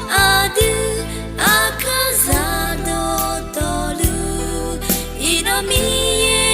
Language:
Akha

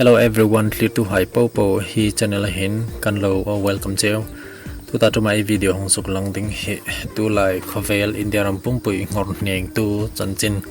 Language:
Hmar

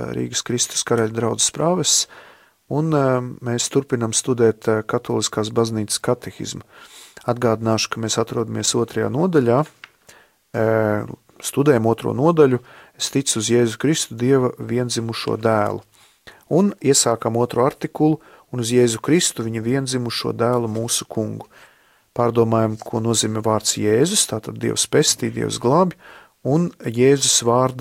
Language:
Latvian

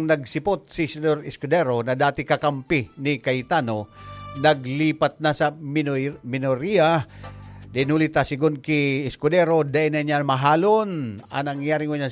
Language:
Bikol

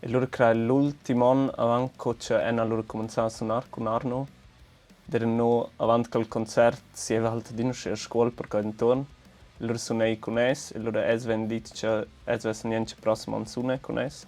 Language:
Romansh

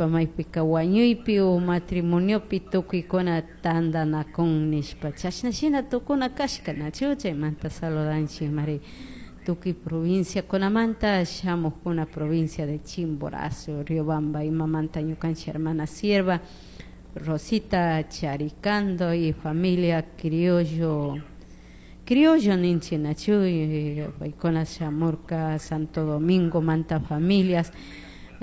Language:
Chimborazo Highland Quichua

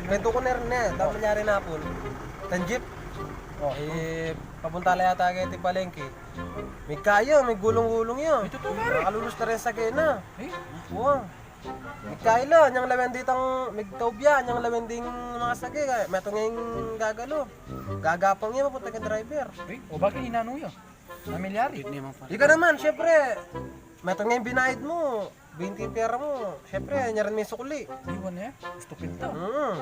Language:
Pampanga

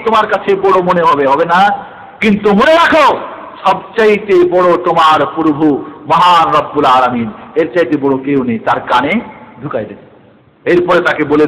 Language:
Bangla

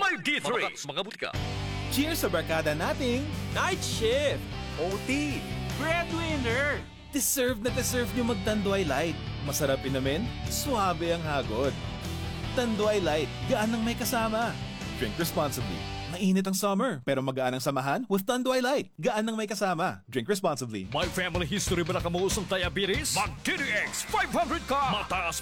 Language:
Filipino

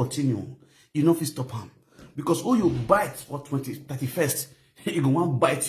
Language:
Nigerian Pidgin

